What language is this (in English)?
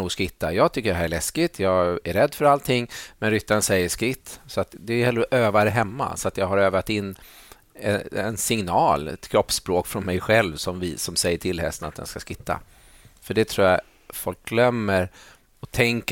Swedish